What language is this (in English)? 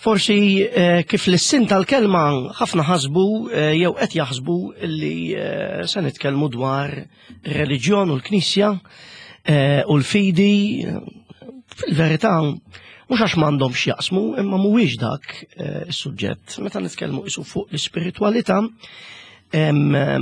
Maltese